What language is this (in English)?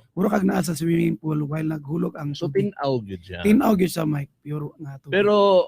Cebuano